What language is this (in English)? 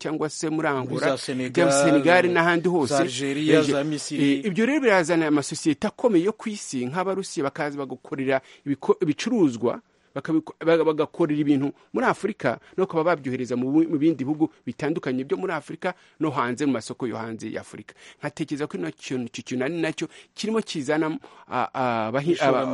Kinyarwanda